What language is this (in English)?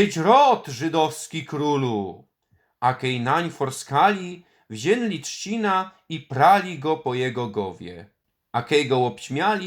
Silesian